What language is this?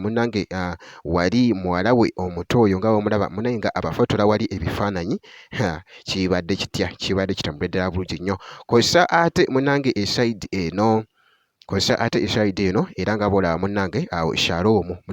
Ganda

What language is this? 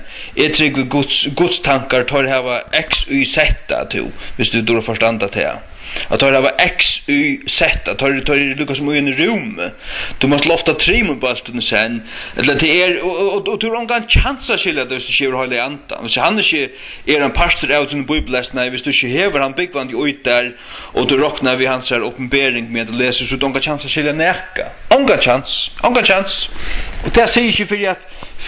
Faroese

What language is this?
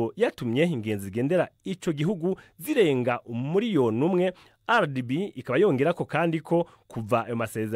Rundi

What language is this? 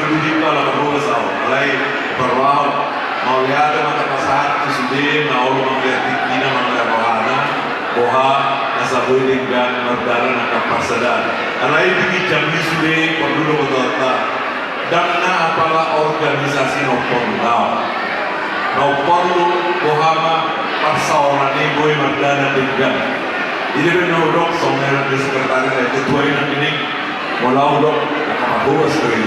Batak Toba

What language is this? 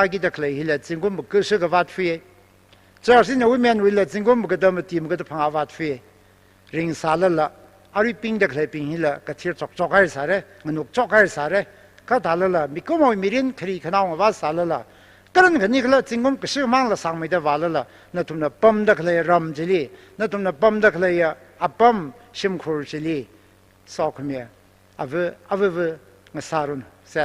Tangkhul Naga (India)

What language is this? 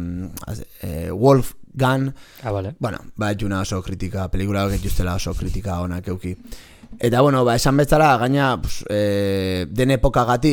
Basque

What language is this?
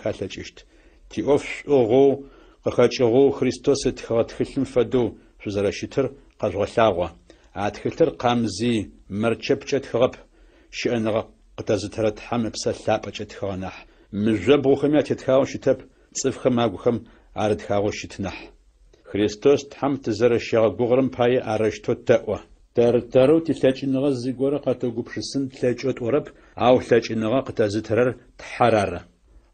Adyghe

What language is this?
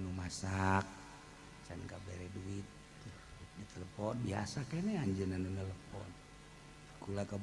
Sundanese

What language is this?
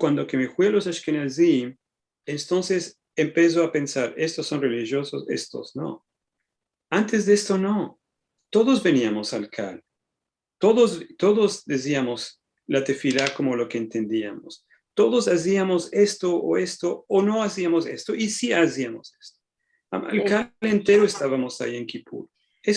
Ladino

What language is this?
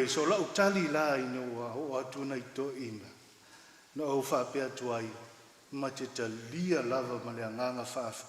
Samoan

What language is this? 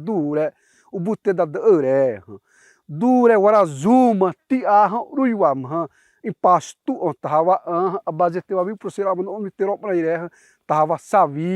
Xavánte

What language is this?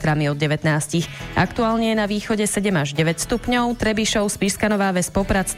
Slovak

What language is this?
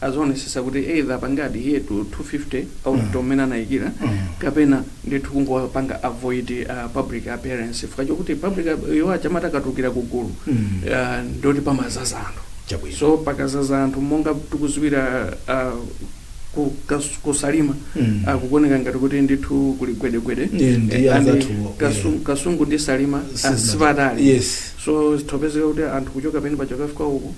Nyanja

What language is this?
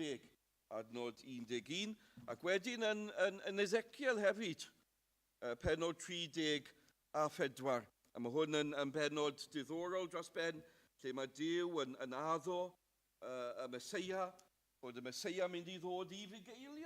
Welsh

